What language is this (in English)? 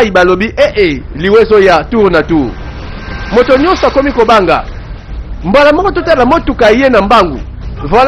Lingala